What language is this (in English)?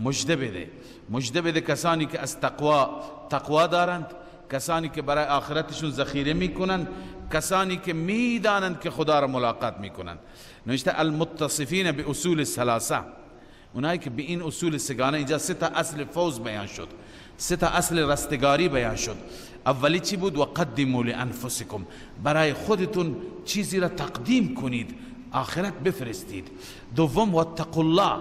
Persian